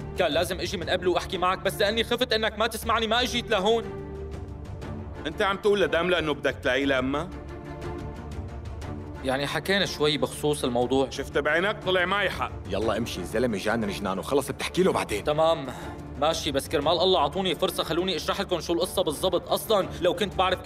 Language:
North Levantine Arabic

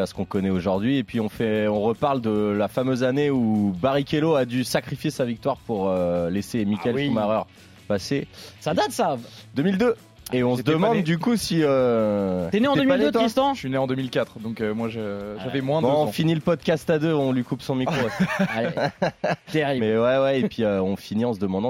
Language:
French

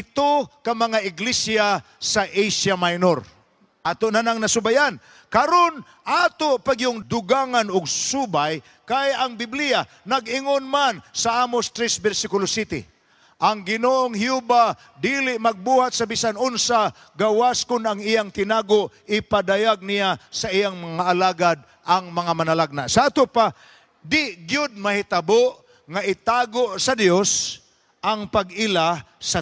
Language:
Cebuano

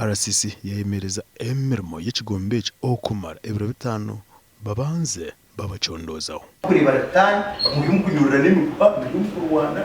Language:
Nyankole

